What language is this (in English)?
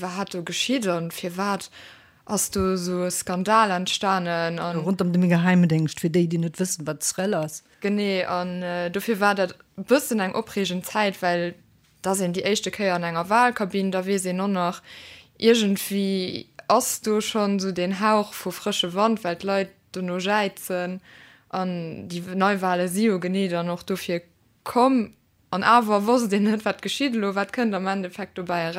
Luxembourgish